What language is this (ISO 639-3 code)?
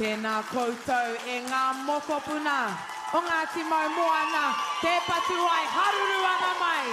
mri